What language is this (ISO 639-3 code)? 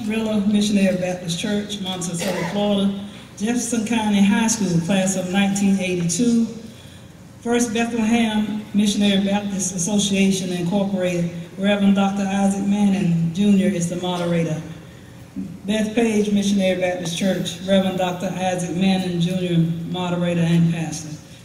eng